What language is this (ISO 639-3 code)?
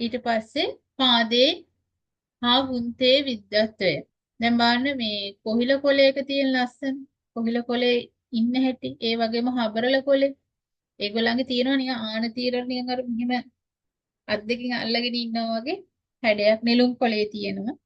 sin